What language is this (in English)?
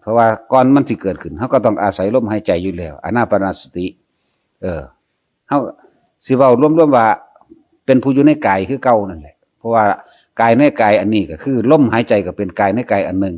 Northeastern Thai